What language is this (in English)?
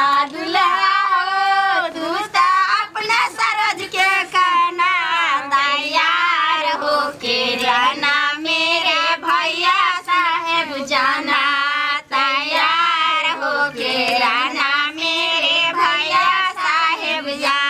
Maithili